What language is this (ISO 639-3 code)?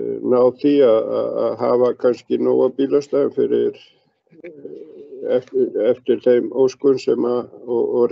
isl